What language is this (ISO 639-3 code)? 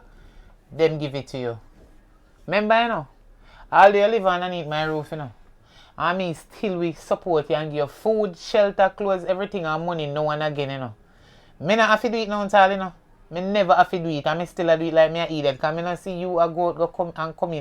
jam